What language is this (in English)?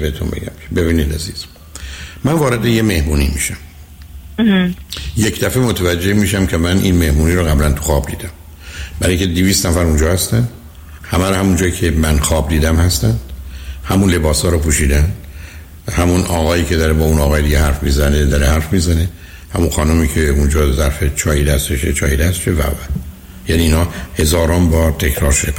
Persian